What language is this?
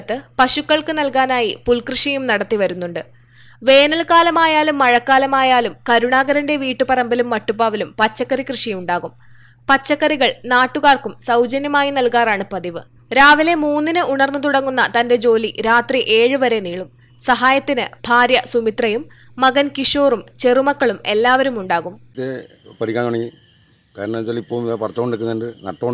Malayalam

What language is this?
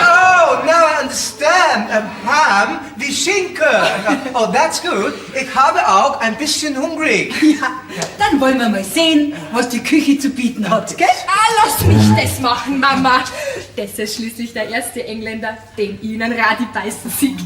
Bavarian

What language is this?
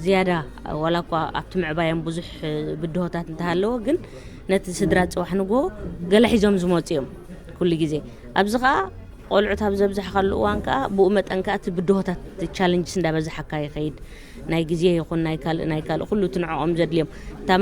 Tigrinya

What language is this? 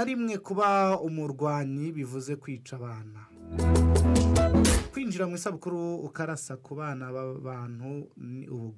Kinyarwanda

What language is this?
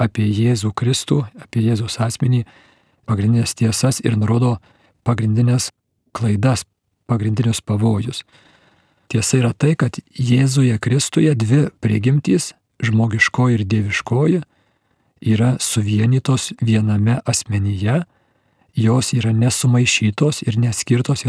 Lithuanian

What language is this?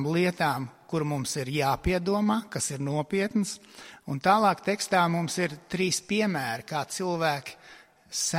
Latvian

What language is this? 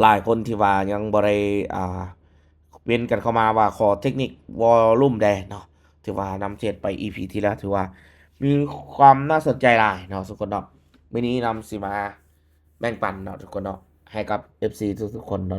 Lao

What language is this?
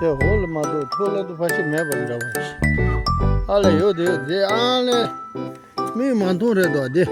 Tibetan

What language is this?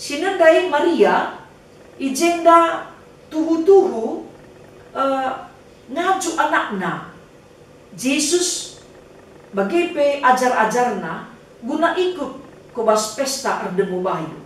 Batak Karo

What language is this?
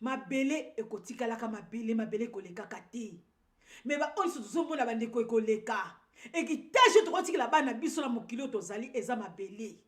Lingala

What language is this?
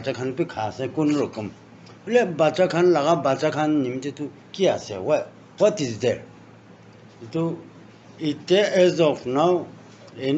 Naga Pidgin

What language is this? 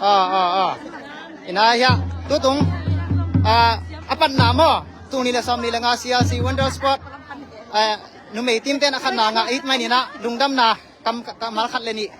Tedim Chin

